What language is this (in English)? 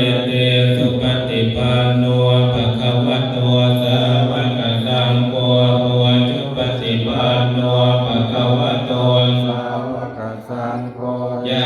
Pali